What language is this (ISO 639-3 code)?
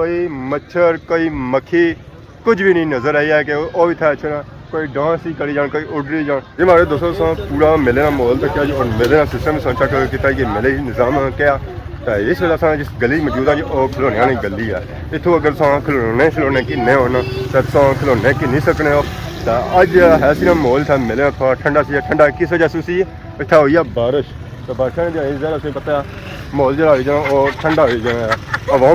phr